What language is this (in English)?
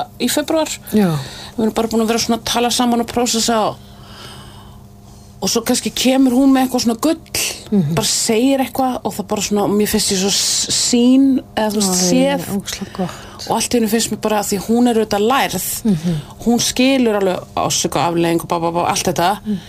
Icelandic